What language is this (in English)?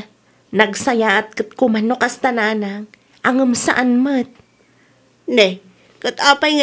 Iloko